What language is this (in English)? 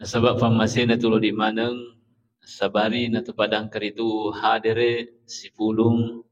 Buginese